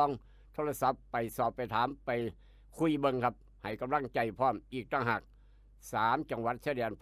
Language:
Northeastern Thai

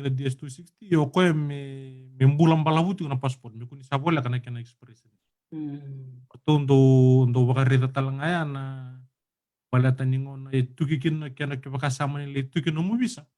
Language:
Fijian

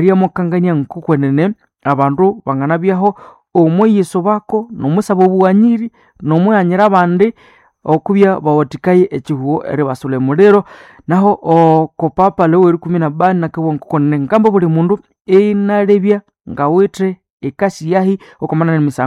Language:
Nande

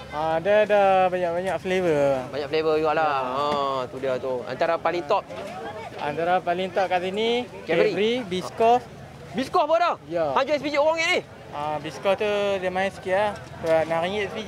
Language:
Malay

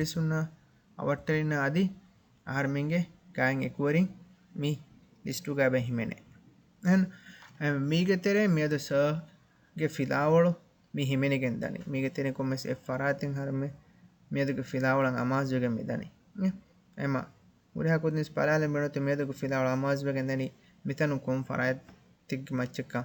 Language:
Divehi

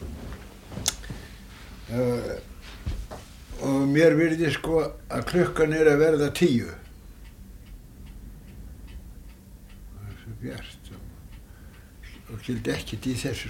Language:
Icelandic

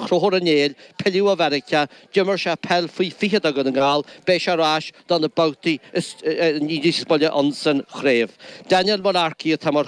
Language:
Irish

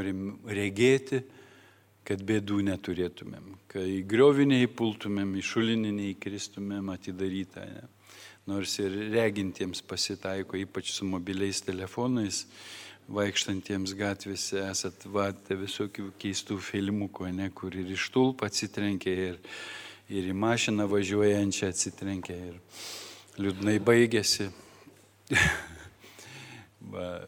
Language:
Lithuanian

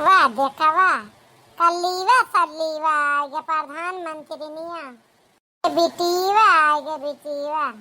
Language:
Awadhi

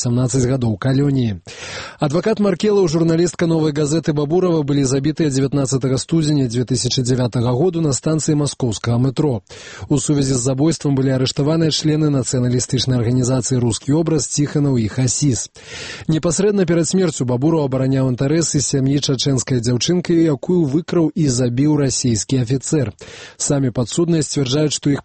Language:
Belarusian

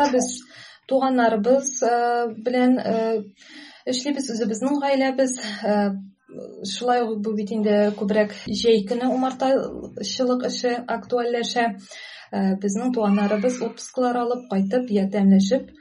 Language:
Tatar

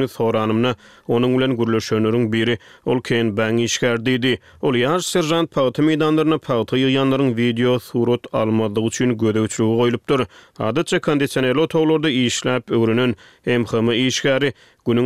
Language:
Turkmen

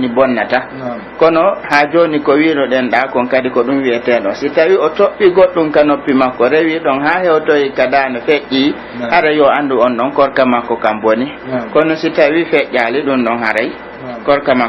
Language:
Pular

